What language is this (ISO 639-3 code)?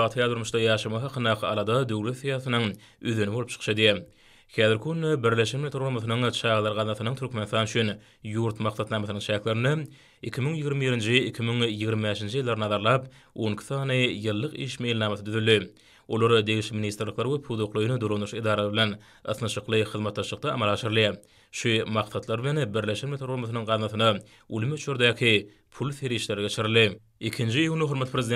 tuk